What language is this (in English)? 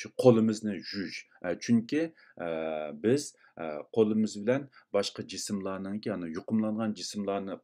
Uyghur